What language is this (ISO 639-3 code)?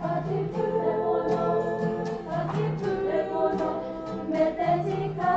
mri